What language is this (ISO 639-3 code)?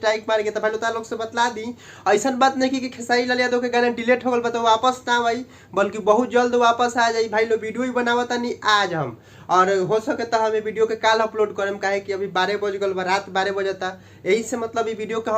bho